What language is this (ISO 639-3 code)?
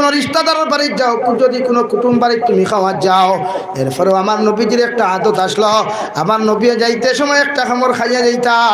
syl